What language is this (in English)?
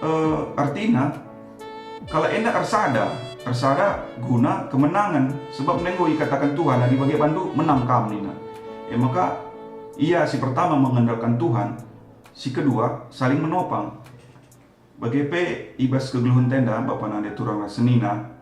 Batak Karo